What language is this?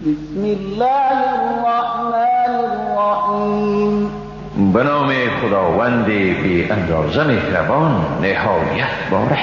Persian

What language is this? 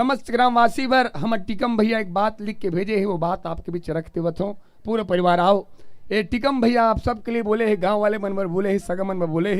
Chhattisgarhi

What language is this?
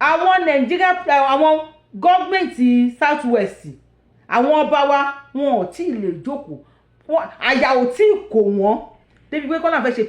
Yoruba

